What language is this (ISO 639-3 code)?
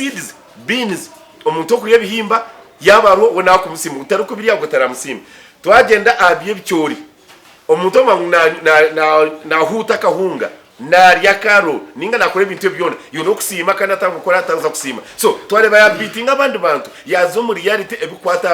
nyn